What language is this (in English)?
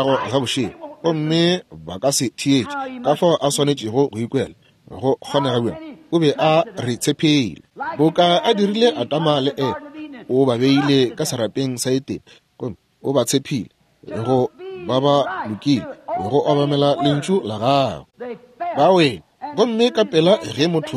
Northern Sotho